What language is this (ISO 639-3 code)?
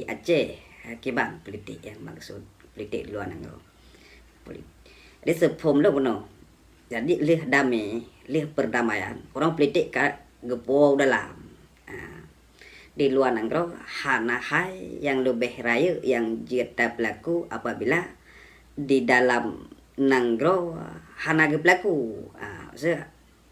ace